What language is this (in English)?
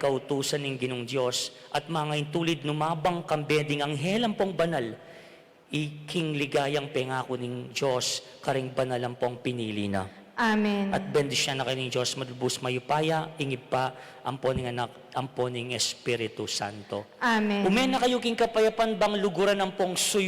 Pampanga